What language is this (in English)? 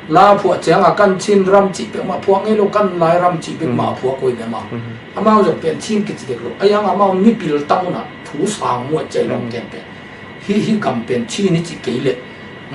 Tedim Chin